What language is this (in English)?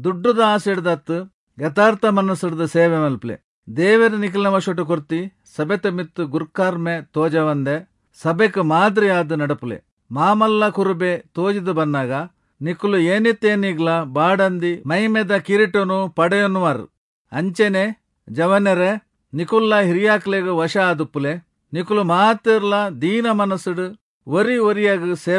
Tulu